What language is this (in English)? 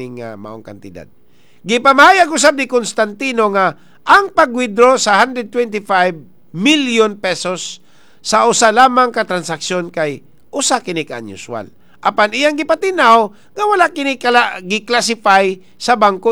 Cebuano